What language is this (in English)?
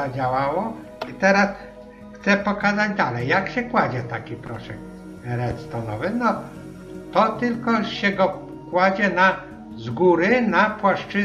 Polish